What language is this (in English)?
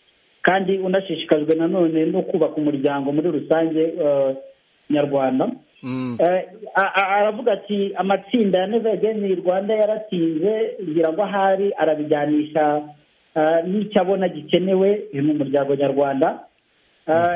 Kinyarwanda